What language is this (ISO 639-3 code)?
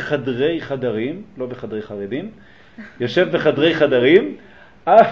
heb